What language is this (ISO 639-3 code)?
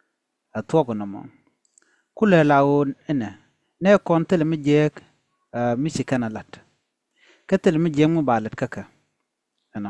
nus